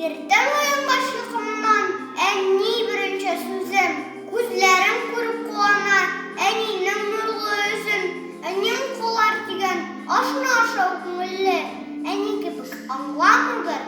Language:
Tatar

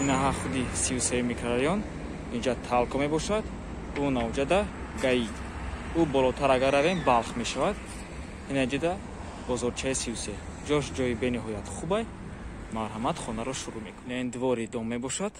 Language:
Tajik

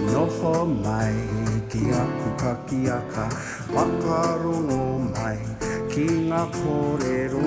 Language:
Māori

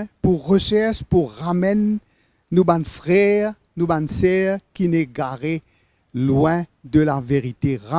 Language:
Morisyen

